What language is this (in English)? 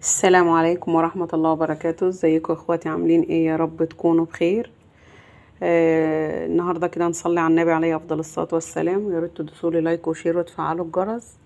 Egyptian Arabic